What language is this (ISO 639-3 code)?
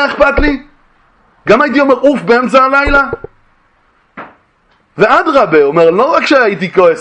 heb